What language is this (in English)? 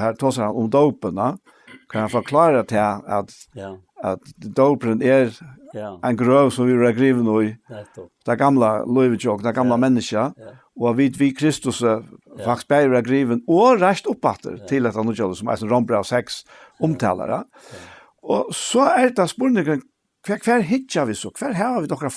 Faroese